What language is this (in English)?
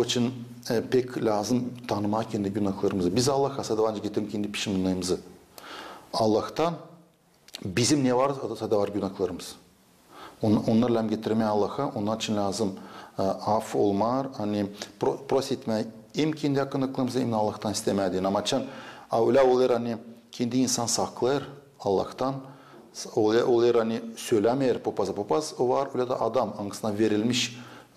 Gagauz